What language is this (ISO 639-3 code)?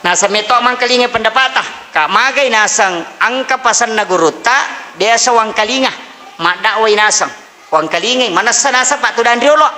bug